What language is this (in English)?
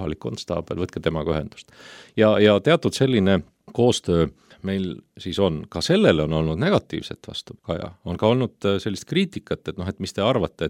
Estonian